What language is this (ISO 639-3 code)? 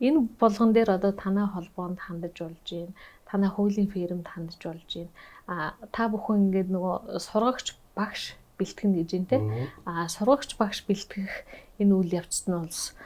mon